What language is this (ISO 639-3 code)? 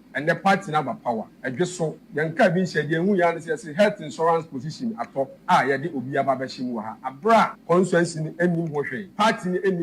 aka